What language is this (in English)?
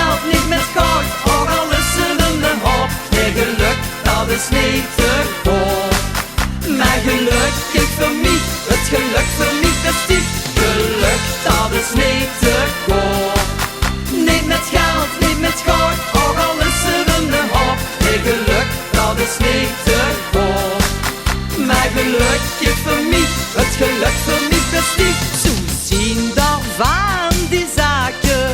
Limburgish